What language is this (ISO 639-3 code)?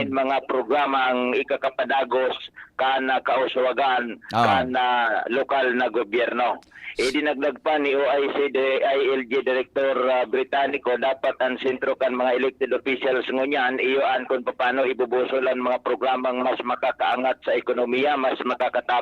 bik